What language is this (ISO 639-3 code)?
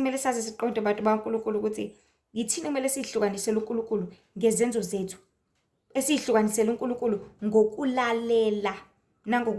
zul